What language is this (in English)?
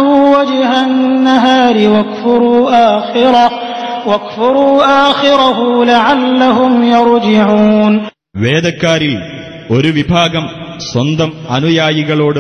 Malayalam